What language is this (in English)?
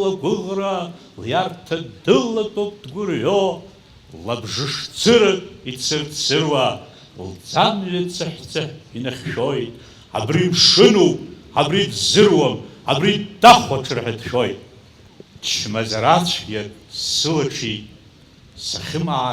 Abkhazian